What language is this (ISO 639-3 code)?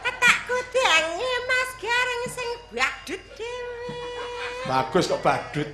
jav